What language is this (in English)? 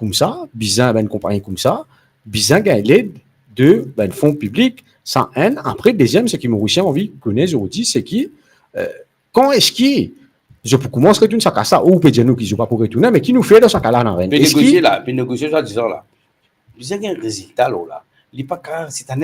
Morisyen